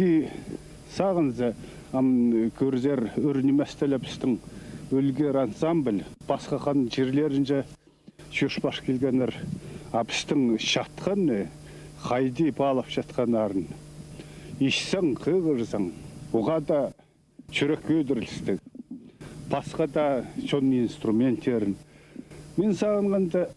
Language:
Khakas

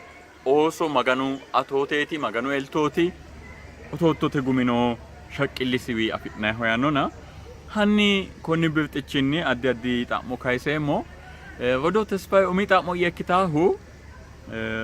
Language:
Sidamo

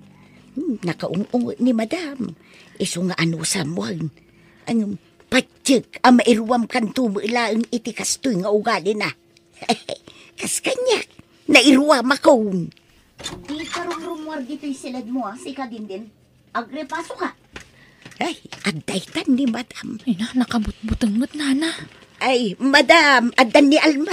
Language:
Iloko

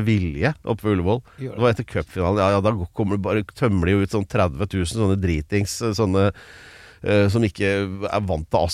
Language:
Norwegian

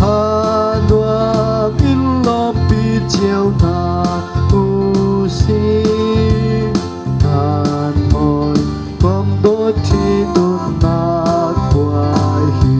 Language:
Hakha Chin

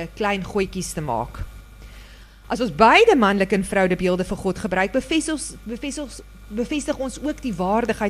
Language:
Afrikaans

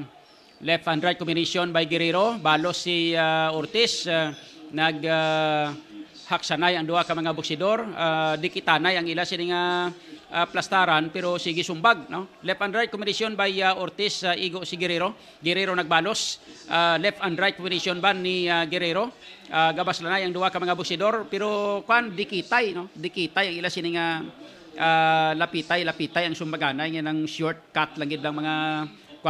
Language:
Hiligaynon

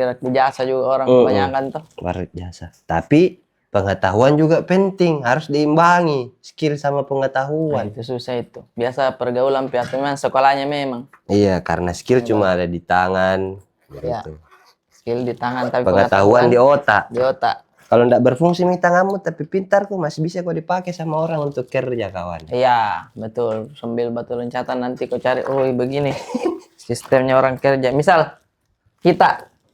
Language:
Makassar Malay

